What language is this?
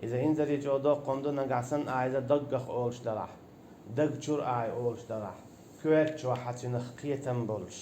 Chechen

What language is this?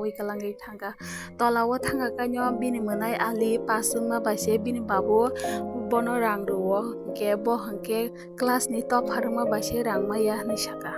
Kok Borok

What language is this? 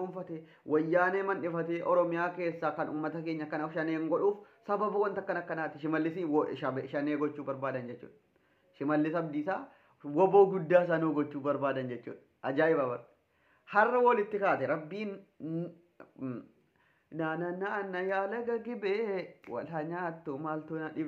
Oromo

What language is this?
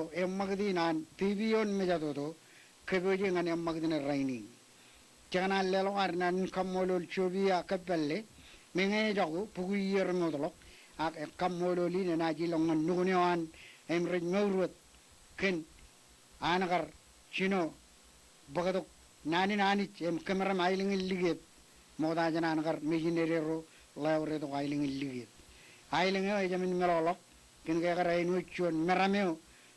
Marshallese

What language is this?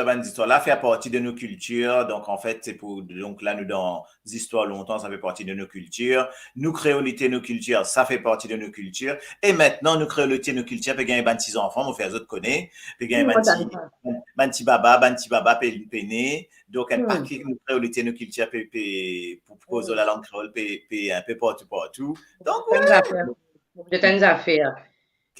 Morisyen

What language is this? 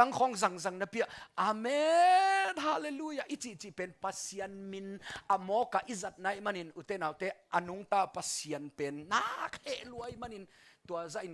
Tedim Chin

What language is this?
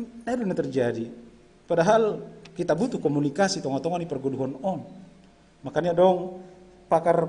Batak Simalungun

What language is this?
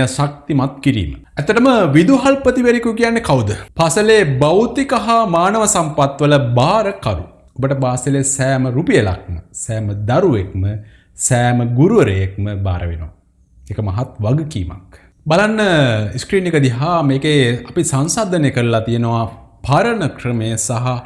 Sinhala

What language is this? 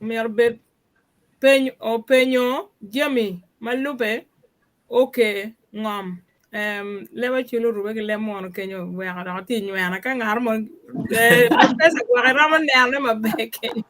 Acoli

